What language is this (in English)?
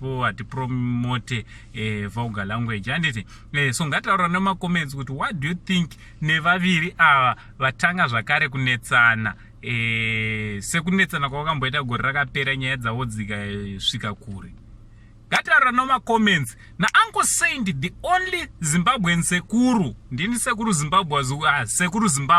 Shona